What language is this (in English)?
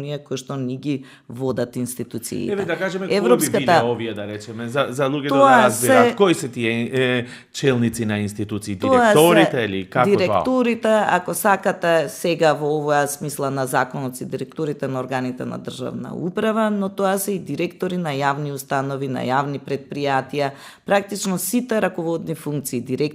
Macedonian